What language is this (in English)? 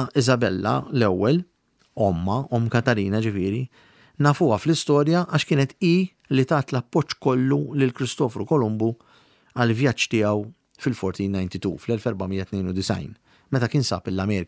Maltese